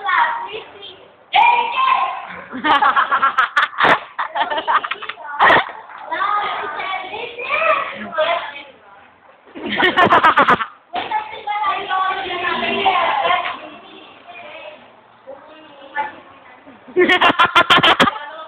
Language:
Filipino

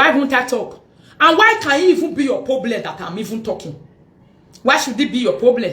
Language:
Nigerian Pidgin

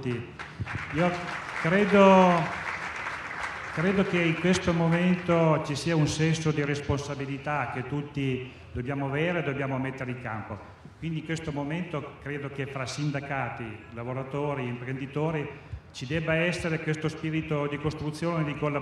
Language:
Italian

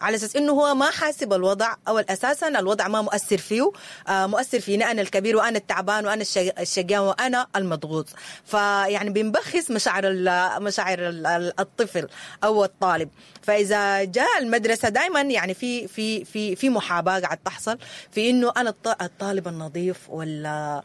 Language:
Sudanese Arabic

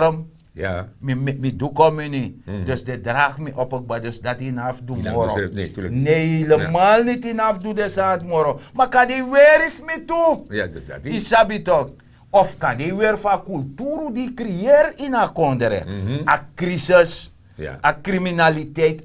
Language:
Sranan Tongo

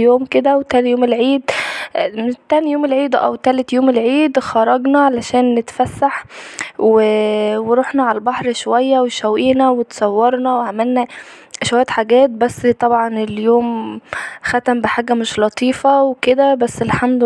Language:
Egyptian Arabic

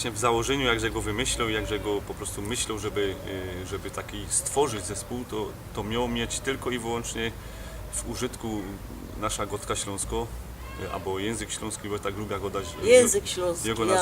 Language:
Silesian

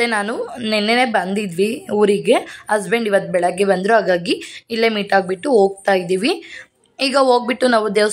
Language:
Kannada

